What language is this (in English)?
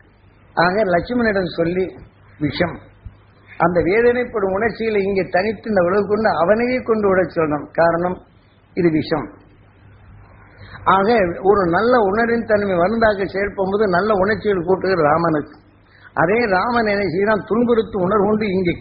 Tamil